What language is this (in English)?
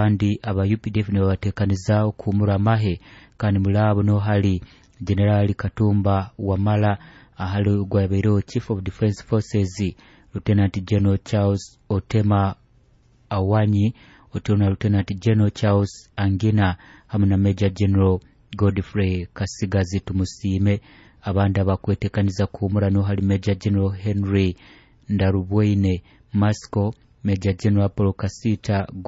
Nyoro